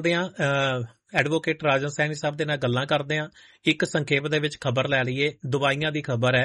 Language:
Punjabi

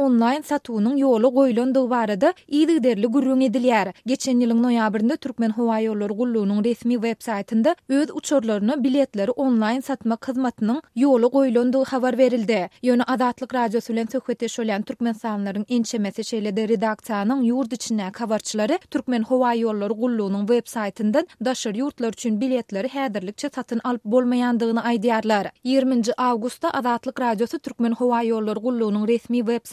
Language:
Turkmen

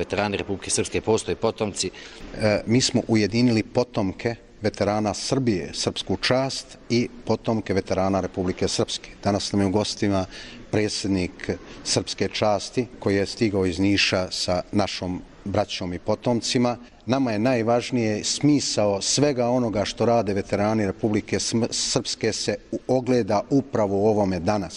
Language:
Bosnian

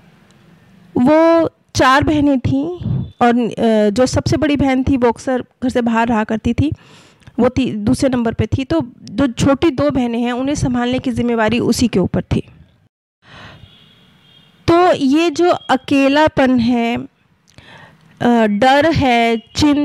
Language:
Hindi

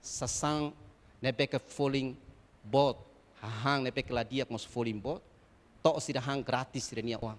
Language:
Tetum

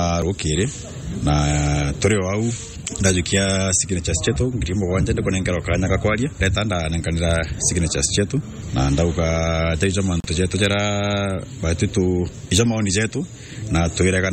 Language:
Meru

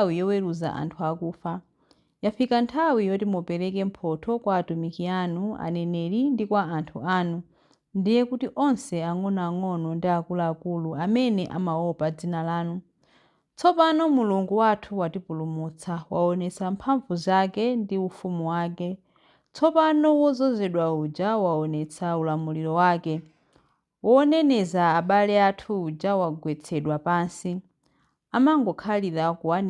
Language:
Nyanja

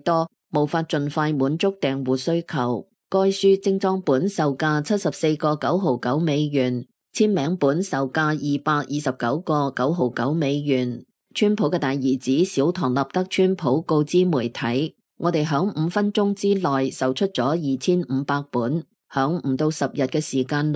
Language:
Cantonese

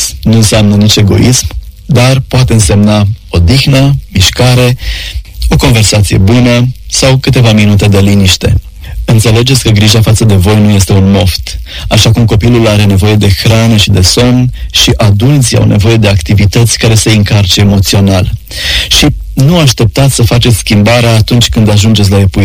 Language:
Romanian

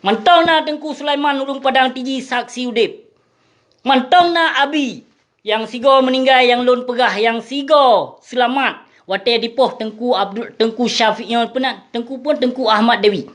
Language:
Achinese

